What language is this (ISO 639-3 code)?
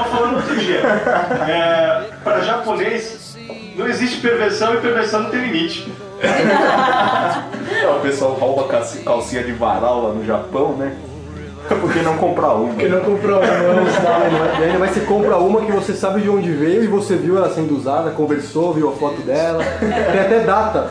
por